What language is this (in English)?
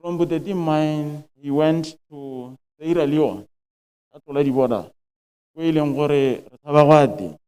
Tswana